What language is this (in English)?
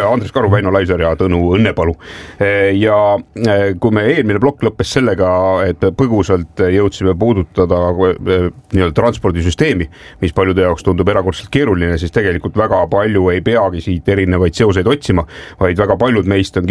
Estonian